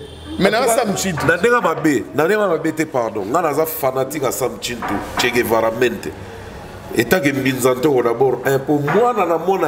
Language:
Lingala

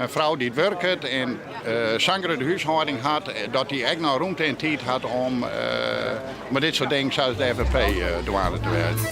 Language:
Western Frisian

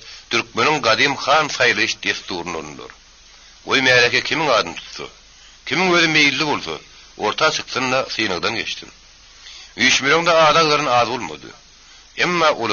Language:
Turkmen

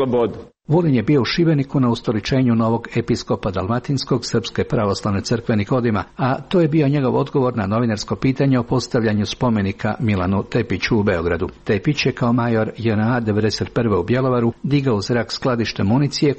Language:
Croatian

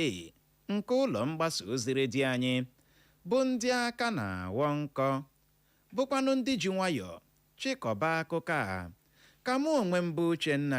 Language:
Igbo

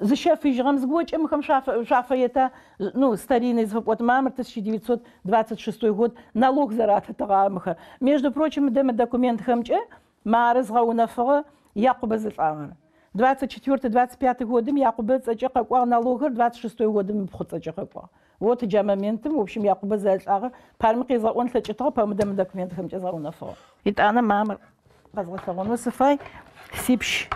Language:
Adyghe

